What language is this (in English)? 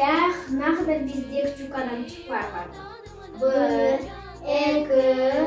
Crimean Tatar